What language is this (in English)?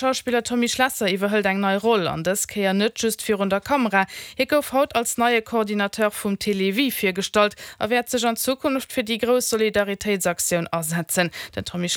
Luxembourgish